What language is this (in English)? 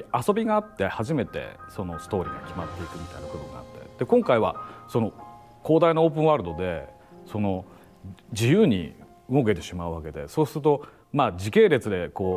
Japanese